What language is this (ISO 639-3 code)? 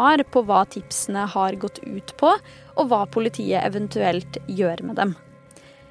nor